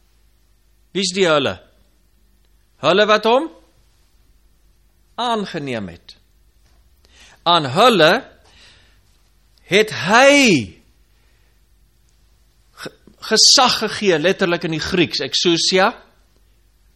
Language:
Afrikaans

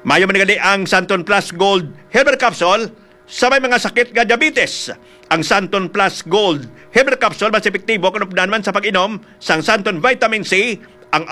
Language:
Hiligaynon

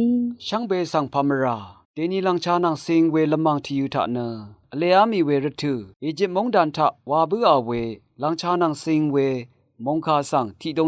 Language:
Rawang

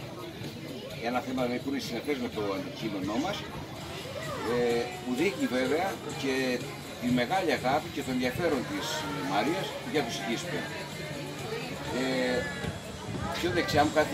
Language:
Greek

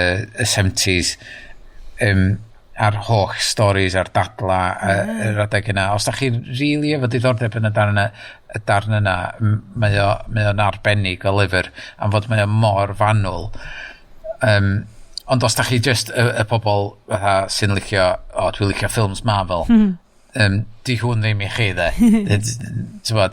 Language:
Welsh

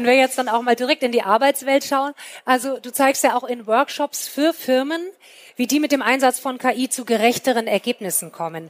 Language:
German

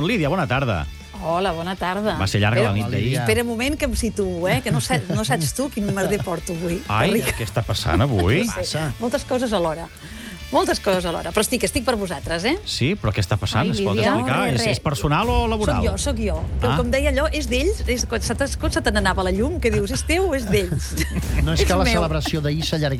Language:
Catalan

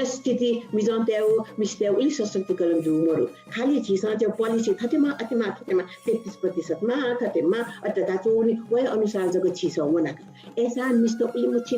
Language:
Newari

